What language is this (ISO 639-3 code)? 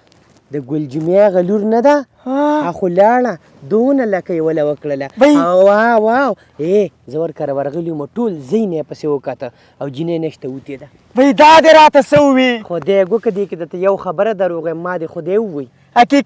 pus